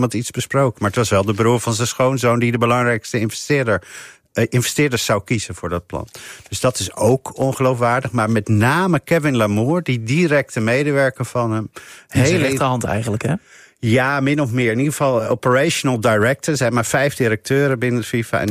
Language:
Dutch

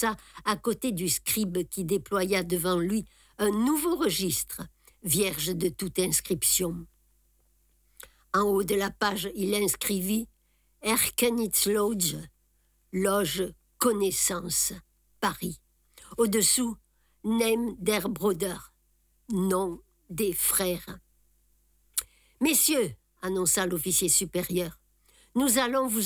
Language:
French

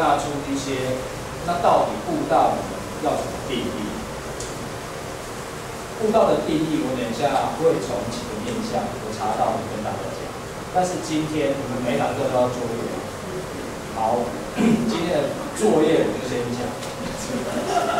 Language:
Chinese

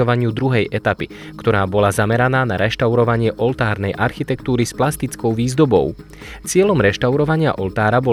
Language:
Slovak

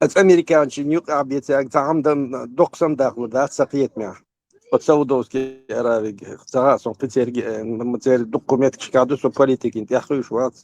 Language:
Chechen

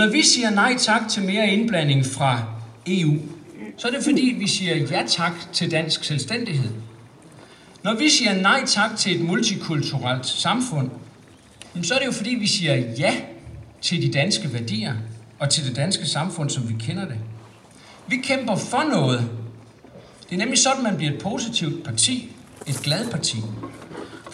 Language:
Danish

